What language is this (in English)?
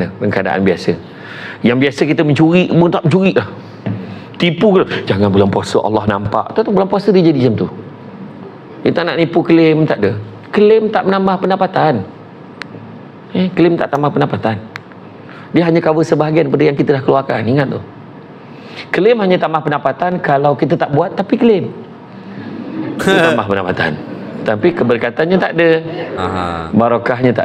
Malay